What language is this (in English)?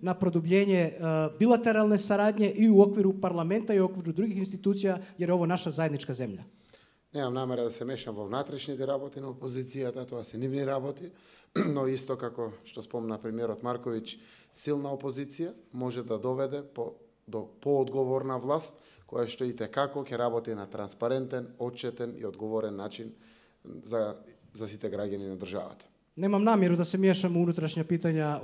Macedonian